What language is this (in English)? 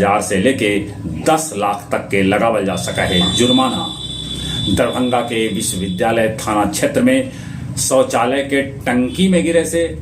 Magahi